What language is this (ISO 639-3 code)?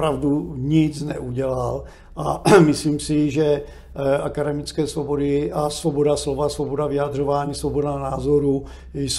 ces